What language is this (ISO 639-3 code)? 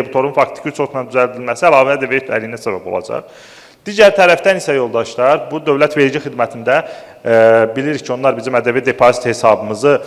aze